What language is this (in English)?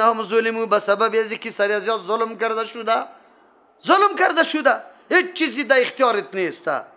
Persian